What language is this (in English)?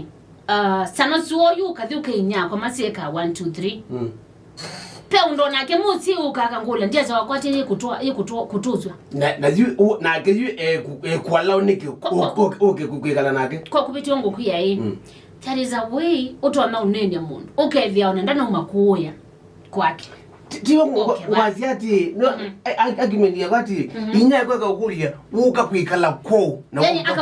Kamba